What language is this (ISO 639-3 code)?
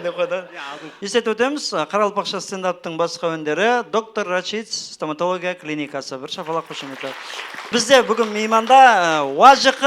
kaa